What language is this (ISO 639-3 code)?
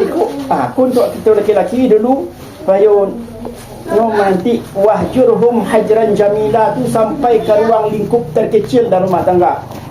min